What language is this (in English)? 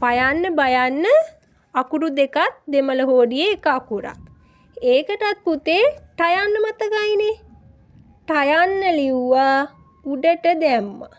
Sinhala